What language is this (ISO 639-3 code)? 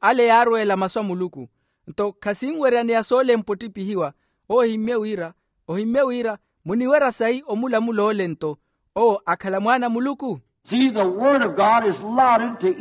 vmw